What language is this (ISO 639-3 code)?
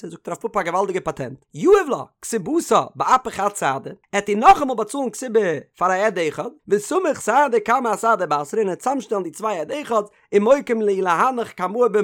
yid